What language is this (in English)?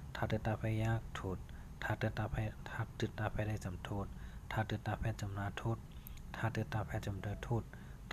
Shan